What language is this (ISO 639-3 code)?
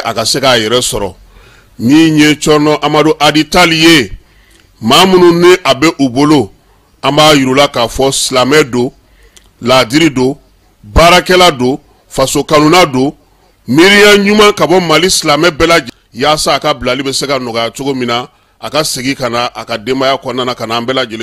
bam